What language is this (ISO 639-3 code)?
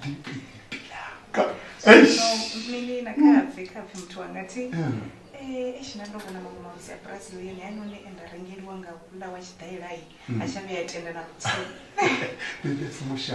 ven